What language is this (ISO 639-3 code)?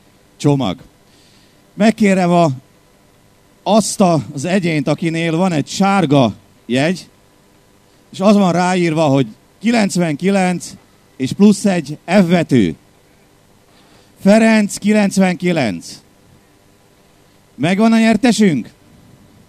hun